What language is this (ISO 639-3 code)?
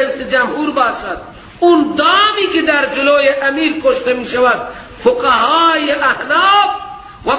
fas